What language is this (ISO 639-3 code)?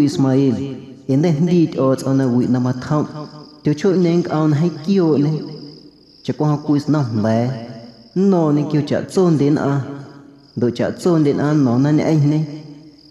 amu